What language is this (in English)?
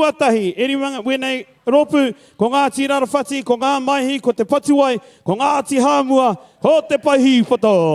Māori